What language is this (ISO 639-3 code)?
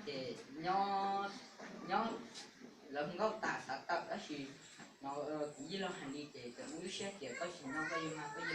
hmn